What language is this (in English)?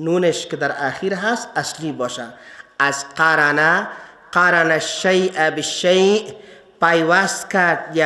Persian